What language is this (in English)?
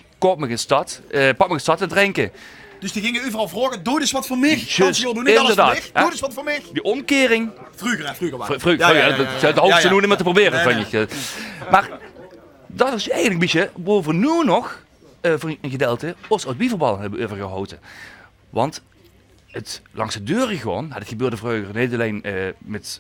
Limburgish